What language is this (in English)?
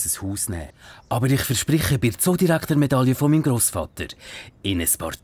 Swiss German